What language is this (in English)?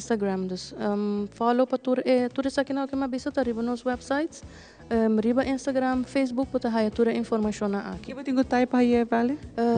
Papiamento